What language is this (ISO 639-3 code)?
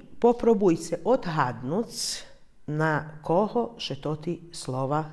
rue